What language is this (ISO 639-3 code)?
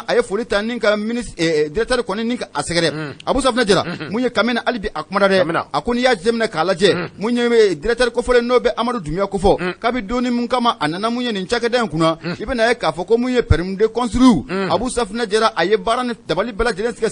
bam